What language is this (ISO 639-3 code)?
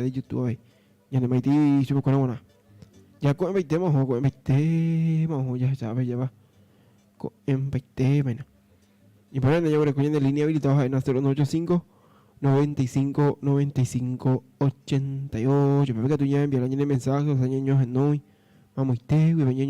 grn